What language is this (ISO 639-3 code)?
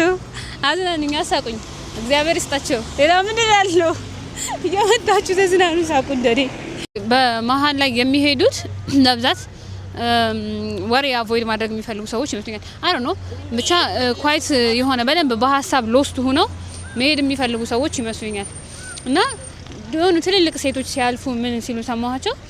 amh